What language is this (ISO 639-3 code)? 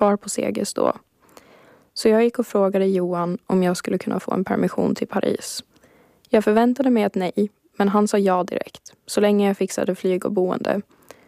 swe